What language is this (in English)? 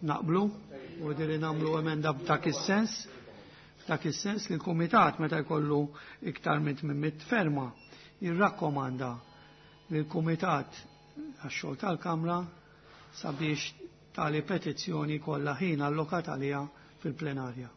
Maltese